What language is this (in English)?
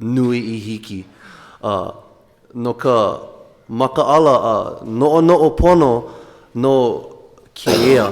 Hawaiian